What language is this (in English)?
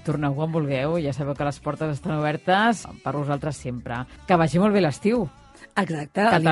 Catalan